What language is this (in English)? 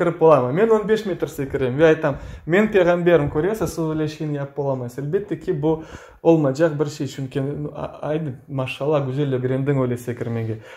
Crimean Tatar